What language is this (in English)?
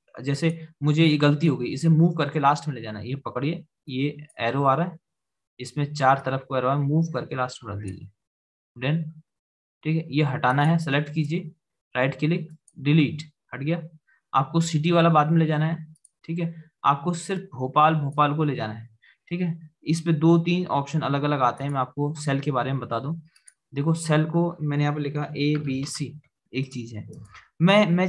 Hindi